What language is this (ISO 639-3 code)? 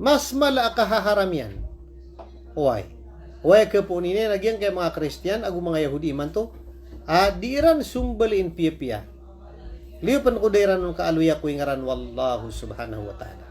mrw